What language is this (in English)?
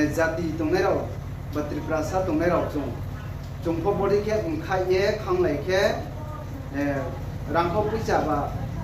Riang (India)